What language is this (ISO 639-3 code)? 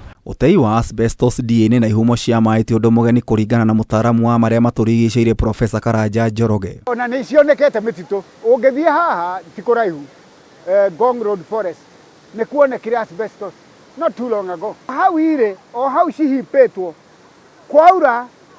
kik